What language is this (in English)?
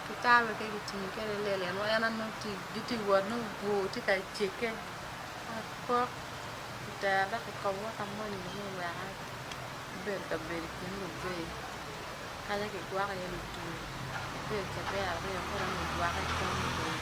Acoli